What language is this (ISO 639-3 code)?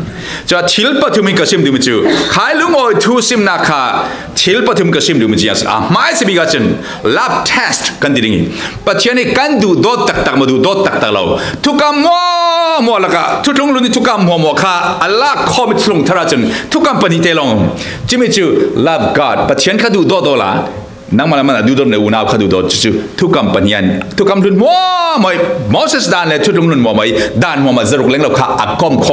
cfm